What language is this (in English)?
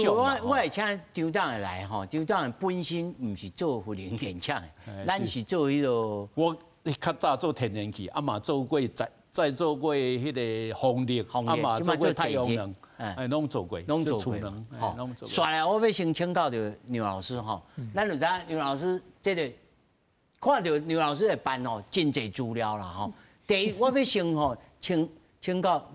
Min Nan Chinese